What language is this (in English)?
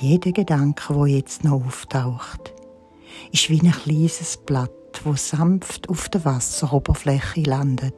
Swiss German